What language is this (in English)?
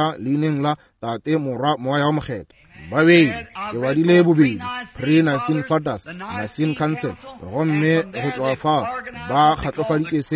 Northern Sotho